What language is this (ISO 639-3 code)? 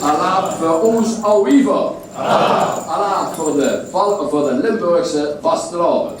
lim